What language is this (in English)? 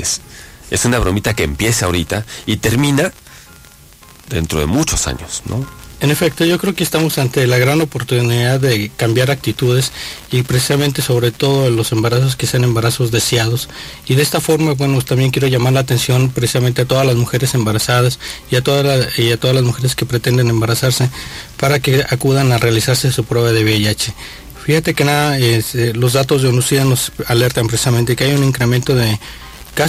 Spanish